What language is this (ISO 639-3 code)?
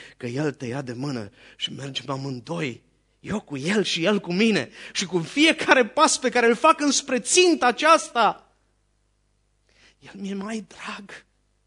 ron